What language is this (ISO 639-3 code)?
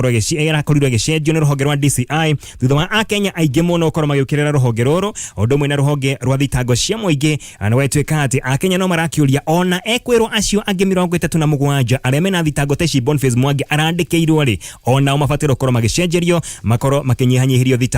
kik